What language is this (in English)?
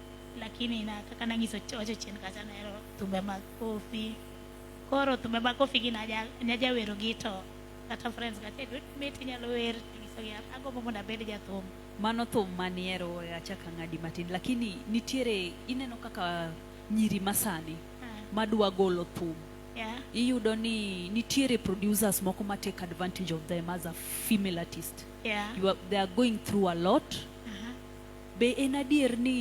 Luo (Kenya and Tanzania)